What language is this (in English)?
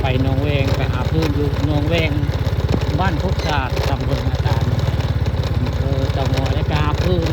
Northeastern Thai